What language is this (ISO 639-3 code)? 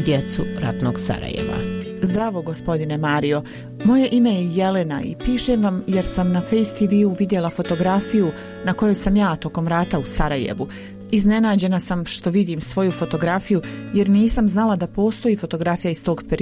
bos